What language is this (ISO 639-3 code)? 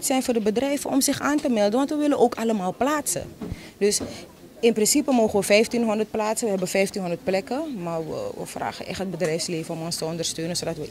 nld